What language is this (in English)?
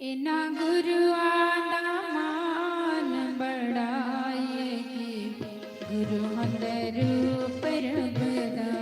Dogri